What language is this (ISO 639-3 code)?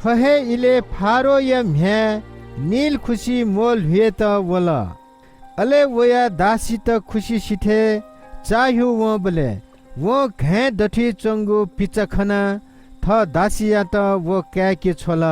new